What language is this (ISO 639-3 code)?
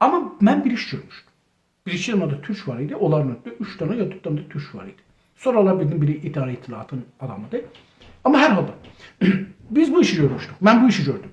azb